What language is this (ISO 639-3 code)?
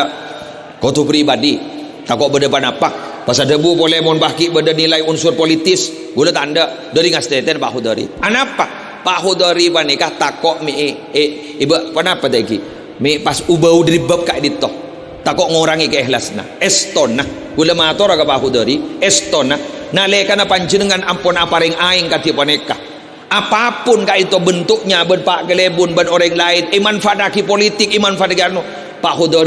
mad